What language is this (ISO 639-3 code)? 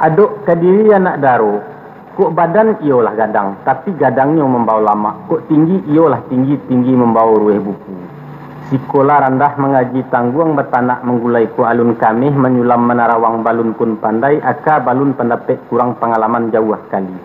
min